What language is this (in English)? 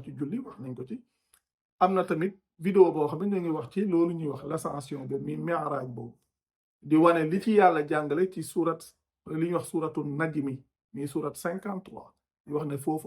Wolof